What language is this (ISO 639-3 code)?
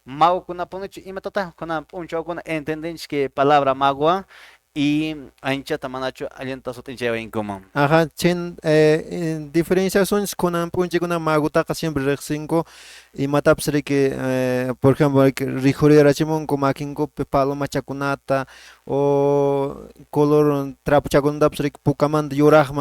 que